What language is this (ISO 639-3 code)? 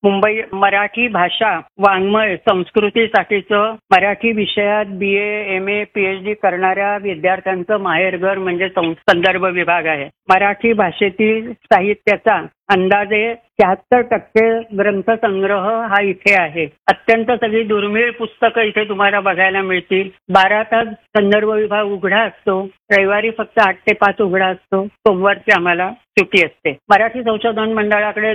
mar